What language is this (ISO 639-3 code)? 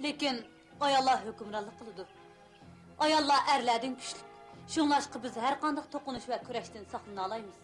uig